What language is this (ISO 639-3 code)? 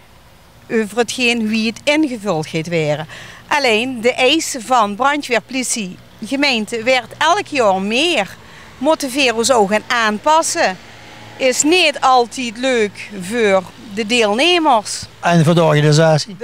lim